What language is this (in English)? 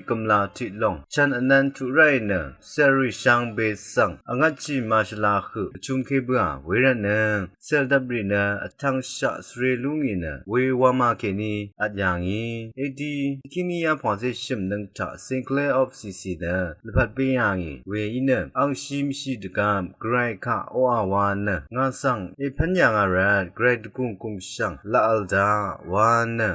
Rawang